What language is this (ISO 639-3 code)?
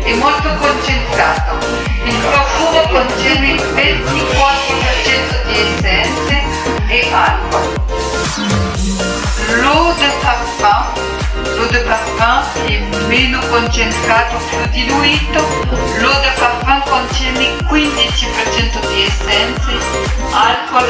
ita